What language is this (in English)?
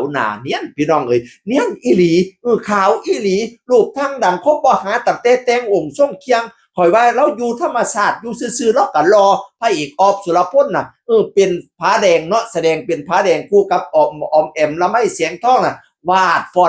Northeastern Thai